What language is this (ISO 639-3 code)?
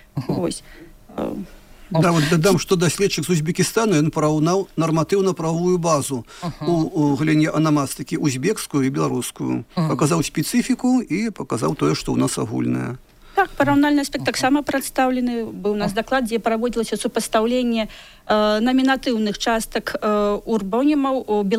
bel